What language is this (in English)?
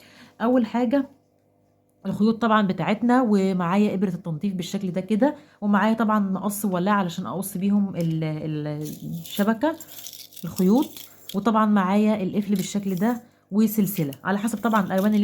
Egyptian Arabic